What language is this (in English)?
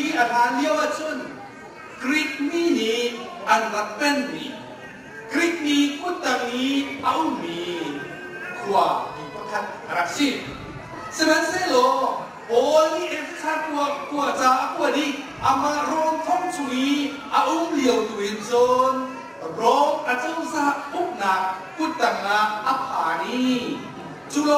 Hakha Chin